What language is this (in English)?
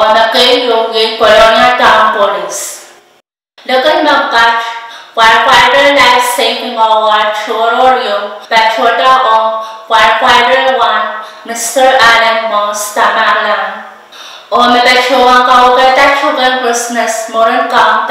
Pohnpeian